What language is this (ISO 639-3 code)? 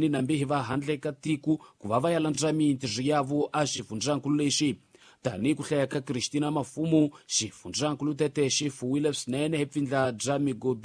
tso